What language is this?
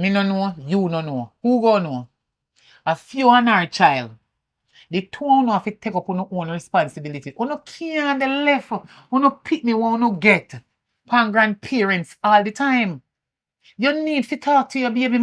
Jamaican Creole English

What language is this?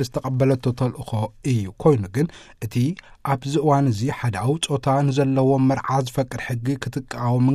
Tigrinya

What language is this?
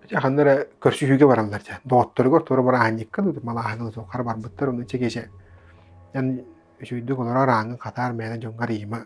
Yakut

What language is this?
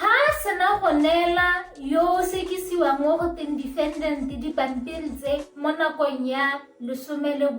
Tswana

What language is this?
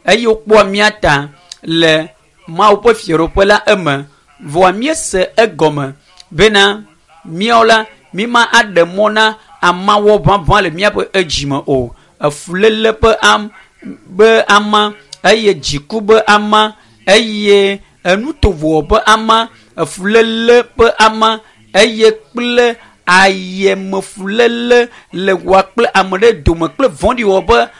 Ewe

